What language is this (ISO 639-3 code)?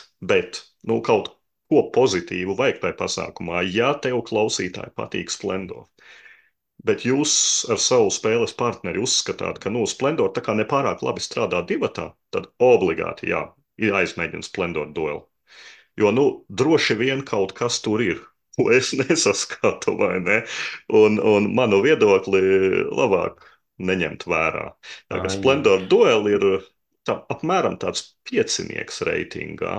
lav